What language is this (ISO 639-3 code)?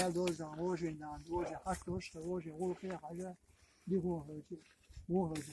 che